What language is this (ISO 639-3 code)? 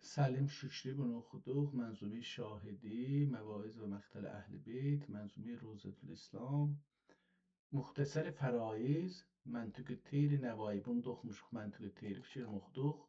azb